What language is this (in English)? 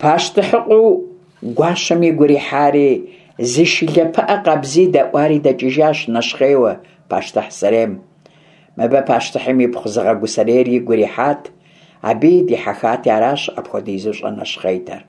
Kabardian